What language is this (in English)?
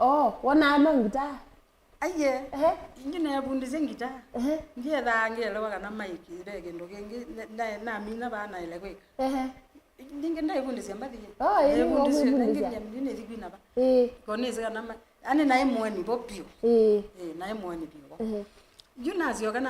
Kamba